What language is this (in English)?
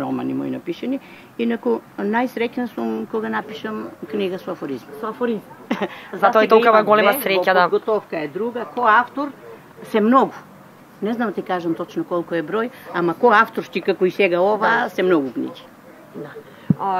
Macedonian